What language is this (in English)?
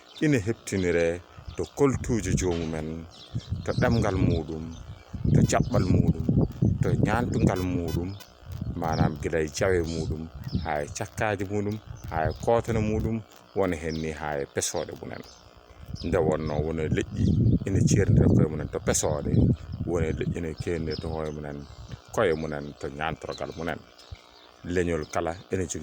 Fula